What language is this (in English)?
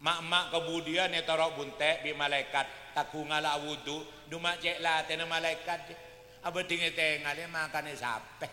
Madurese